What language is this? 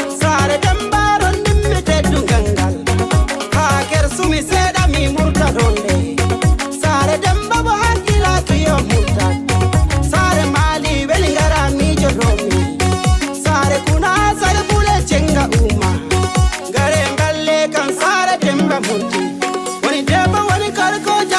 Fula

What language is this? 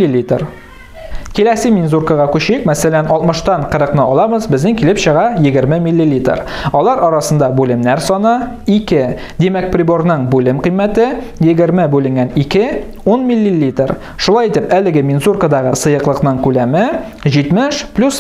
Tatar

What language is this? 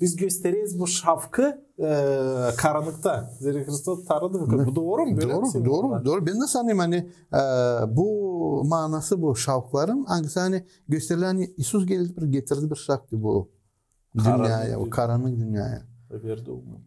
Gagauz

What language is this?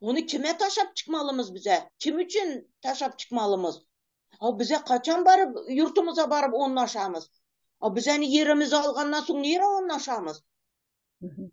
Turkmen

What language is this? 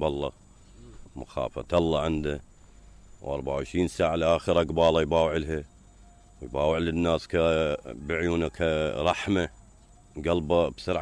Mesopotamian Arabic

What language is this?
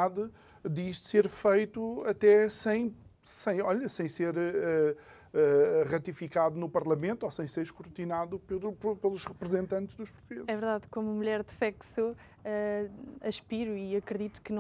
Portuguese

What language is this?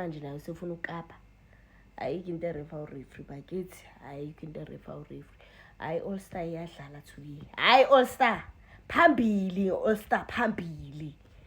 Zulu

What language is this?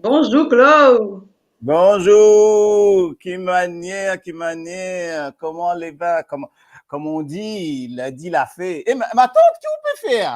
Morisyen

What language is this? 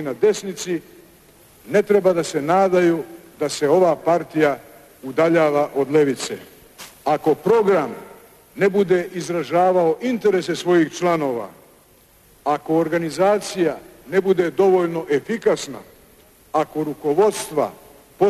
Serbian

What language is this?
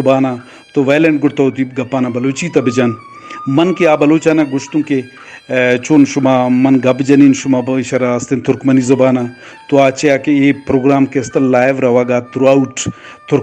Eastern Balochi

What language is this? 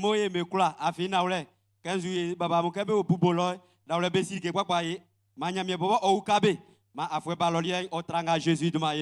Baoulé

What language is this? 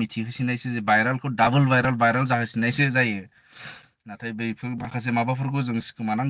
Bodo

